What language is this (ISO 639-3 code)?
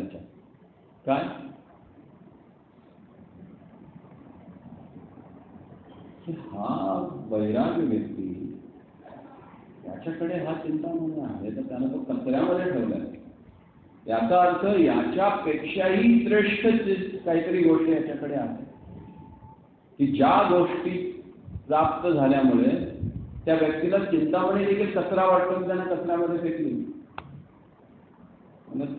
mar